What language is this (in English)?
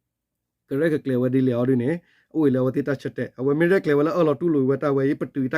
S'gaw Karen